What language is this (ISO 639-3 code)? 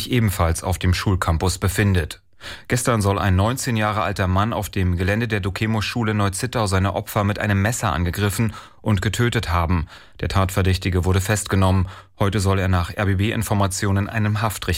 deu